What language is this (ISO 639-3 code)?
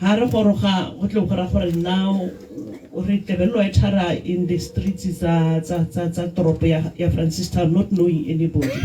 tsn